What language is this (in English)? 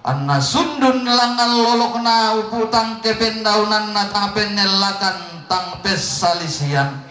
Toraja-Sa'dan